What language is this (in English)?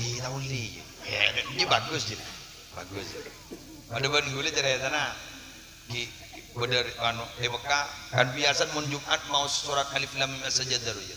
Madurese